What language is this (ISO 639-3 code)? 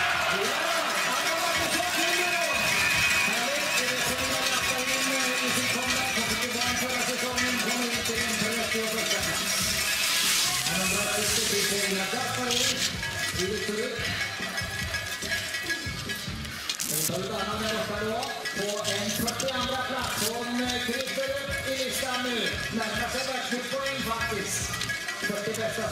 swe